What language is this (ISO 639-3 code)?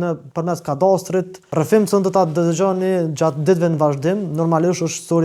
sqi